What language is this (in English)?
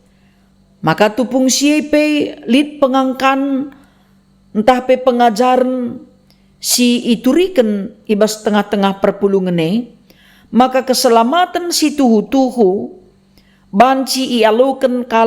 Batak Karo